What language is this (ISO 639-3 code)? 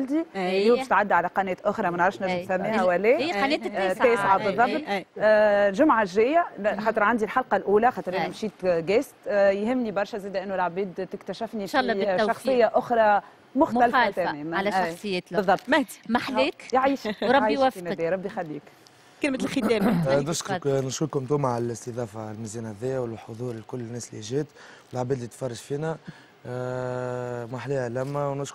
aeb